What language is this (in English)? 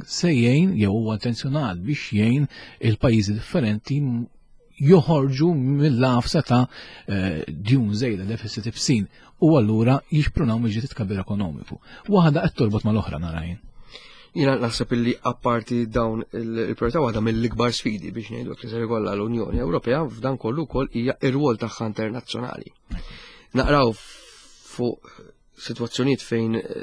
Maltese